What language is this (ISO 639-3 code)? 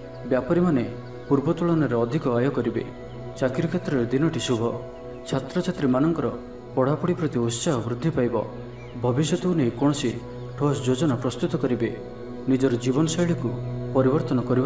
ori